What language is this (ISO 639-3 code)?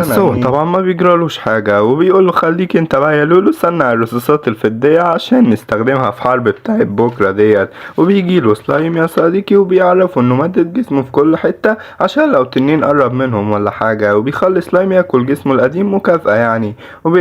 arz